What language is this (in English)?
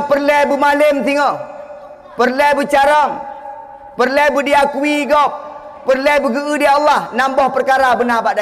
Achinese